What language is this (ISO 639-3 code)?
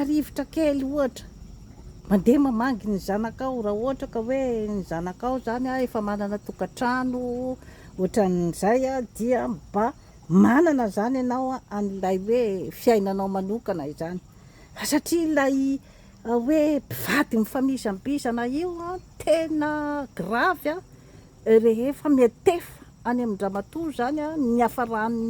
mlg